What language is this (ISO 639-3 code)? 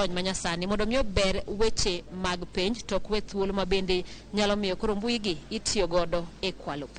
luo